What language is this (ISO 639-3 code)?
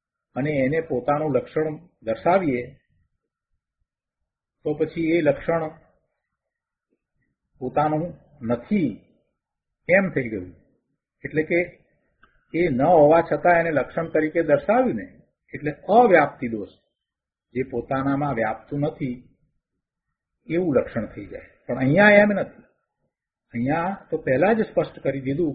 guj